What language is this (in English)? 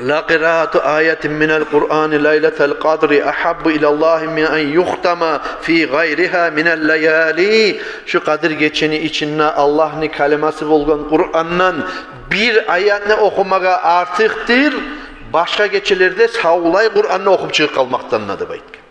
Kumyk